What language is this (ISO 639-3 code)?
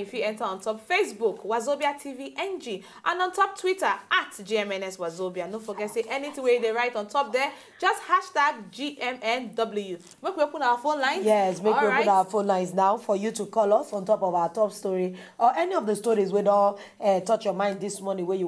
pcm